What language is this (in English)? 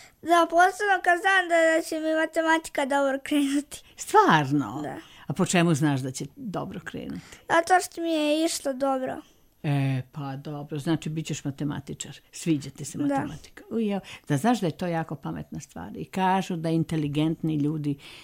Serbian